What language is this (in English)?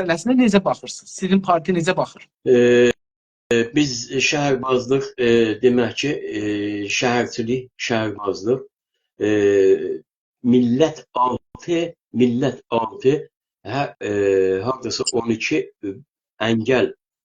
South Azerbaijani